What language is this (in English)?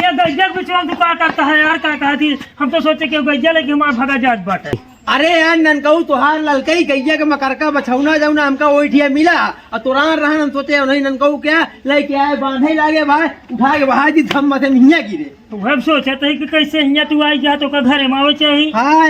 Awadhi